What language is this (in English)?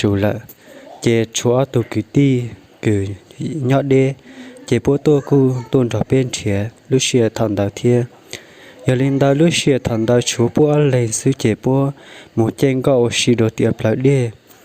Hmong